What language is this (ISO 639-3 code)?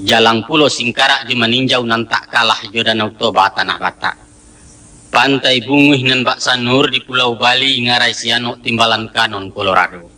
min